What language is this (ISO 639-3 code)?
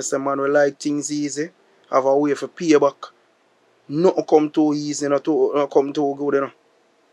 jam